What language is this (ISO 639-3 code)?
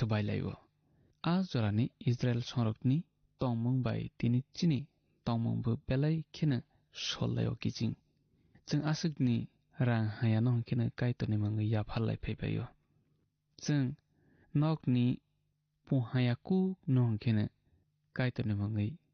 trp